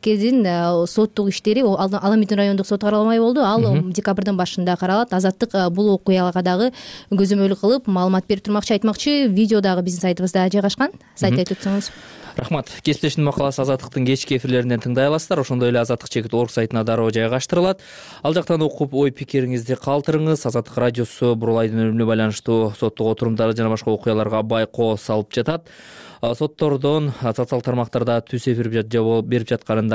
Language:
Kyrgyz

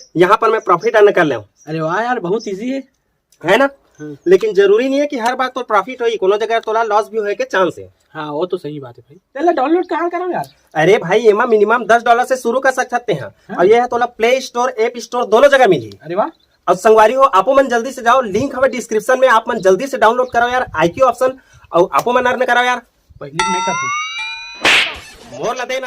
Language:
Chhattisgarhi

